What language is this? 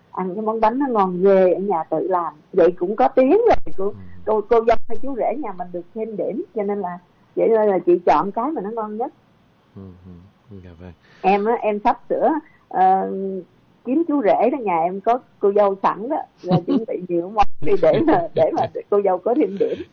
Vietnamese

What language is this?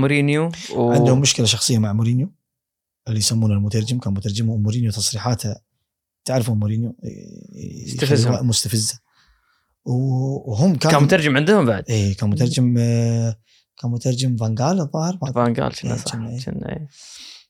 Gulf Arabic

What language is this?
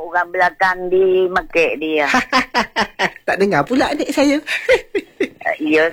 Malay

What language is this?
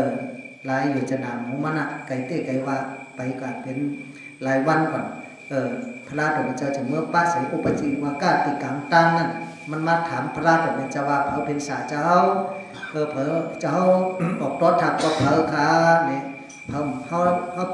Shan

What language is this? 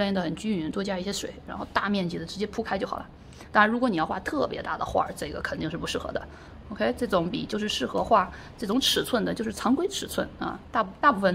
Chinese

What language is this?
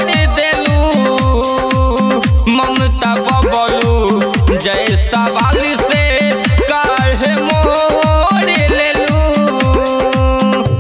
Bhojpuri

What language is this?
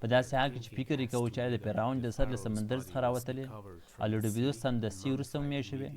Pashto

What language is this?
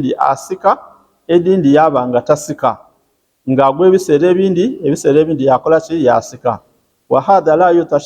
Ganda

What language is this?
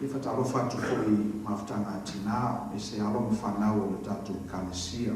Samoan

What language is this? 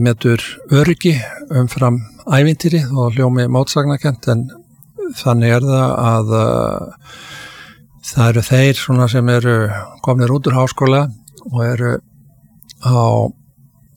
Icelandic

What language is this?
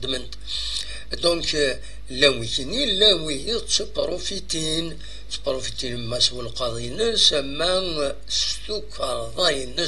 Kabyle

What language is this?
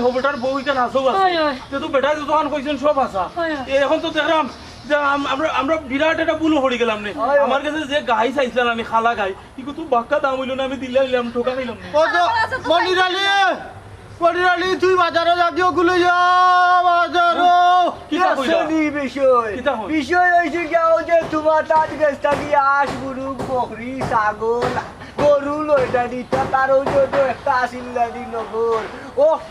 Sylheti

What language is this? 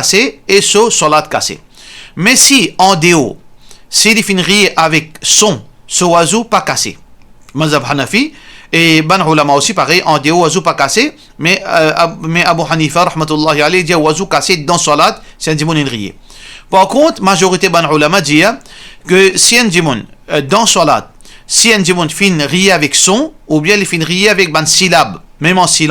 Morisyen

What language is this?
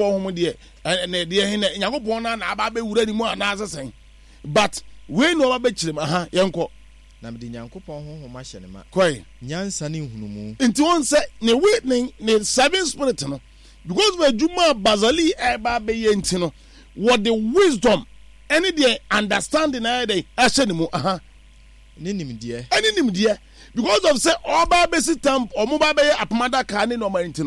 Akan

